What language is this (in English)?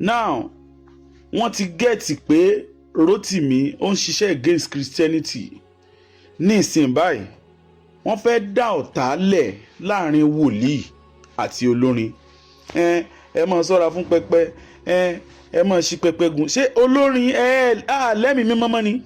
Yoruba